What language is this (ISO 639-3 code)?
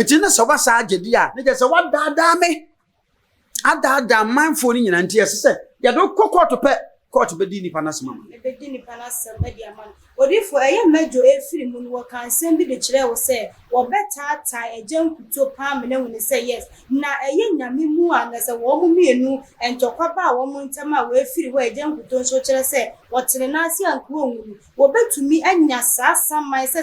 aka